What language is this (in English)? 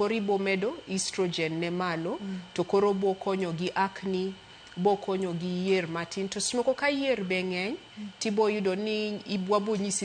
Luo (Kenya and Tanzania)